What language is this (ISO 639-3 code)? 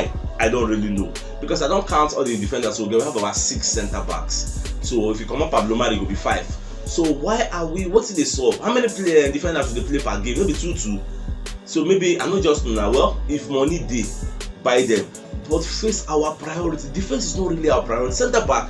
pcm